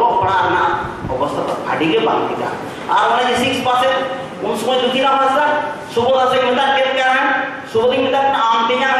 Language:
Santali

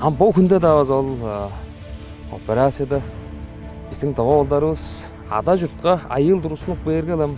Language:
Tuvinian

